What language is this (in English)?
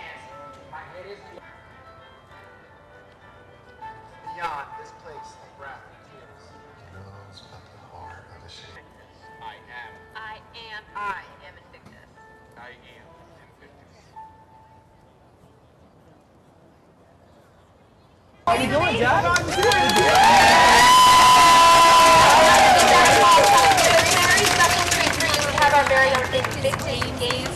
English